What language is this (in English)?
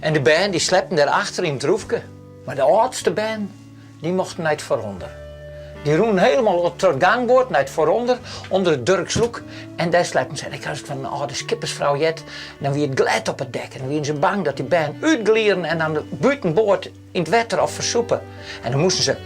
Western Frisian